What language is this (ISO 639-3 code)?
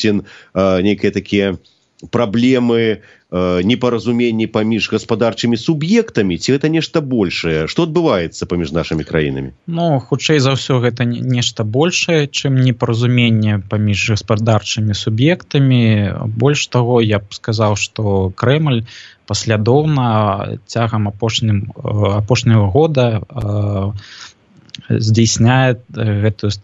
bel